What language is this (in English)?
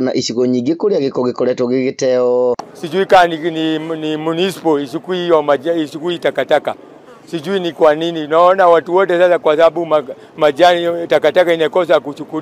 Kikuyu